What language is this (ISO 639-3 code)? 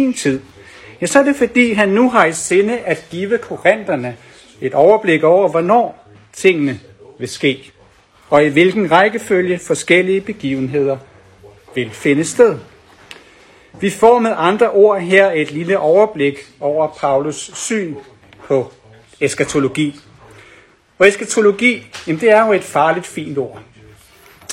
dan